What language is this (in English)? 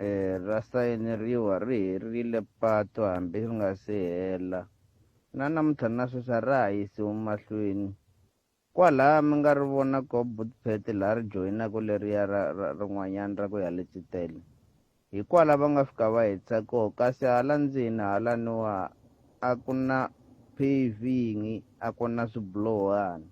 Tsonga